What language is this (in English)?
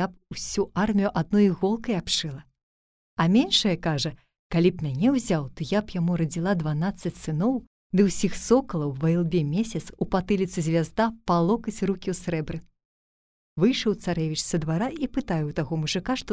Belarusian